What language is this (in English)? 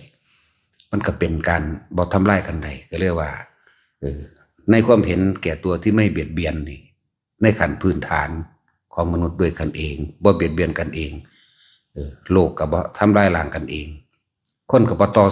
Lao